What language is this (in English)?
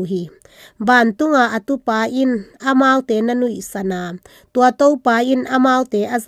Tedim Chin